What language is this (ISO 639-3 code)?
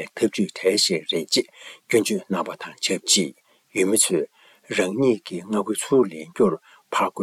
bod